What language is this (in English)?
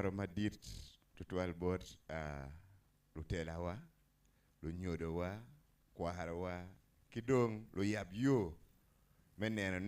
Acoli